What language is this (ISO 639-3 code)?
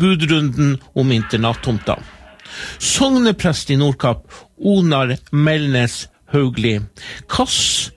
nor